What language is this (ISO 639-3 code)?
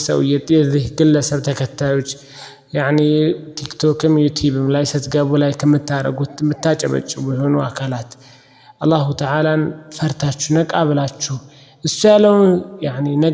amh